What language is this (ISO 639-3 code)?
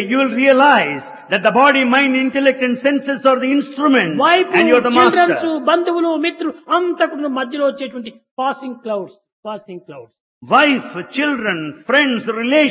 tel